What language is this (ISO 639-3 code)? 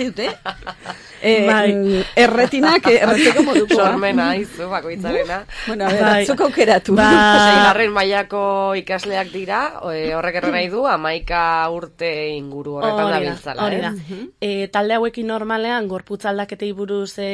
eus